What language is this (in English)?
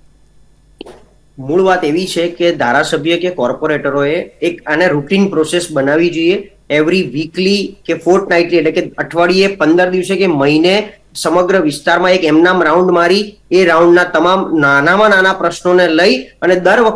Gujarati